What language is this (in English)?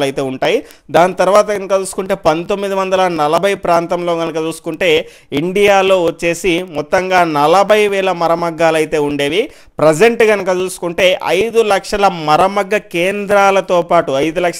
Telugu